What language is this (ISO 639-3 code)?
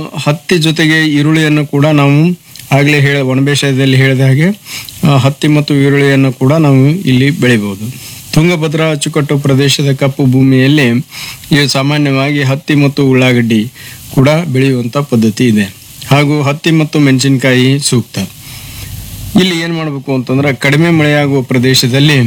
kan